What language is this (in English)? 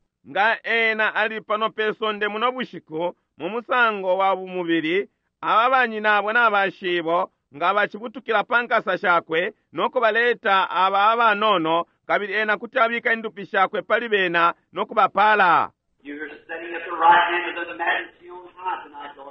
Bemba